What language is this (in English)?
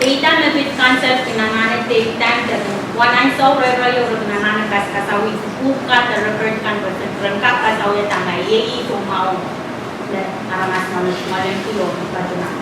Pohnpeian